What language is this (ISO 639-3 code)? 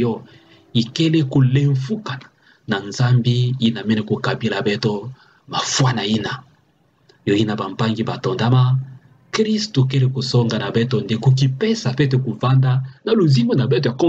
ktu